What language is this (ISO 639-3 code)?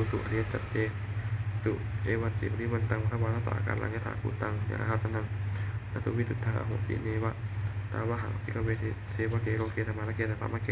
pli